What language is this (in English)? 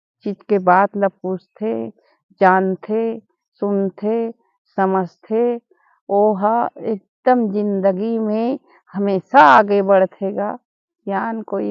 Chhattisgarhi